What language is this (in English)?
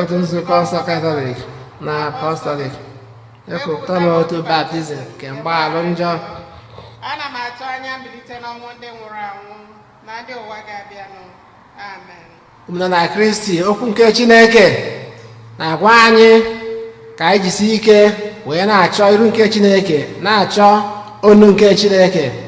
Igbo